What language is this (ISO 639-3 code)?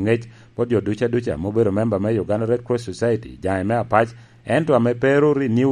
laj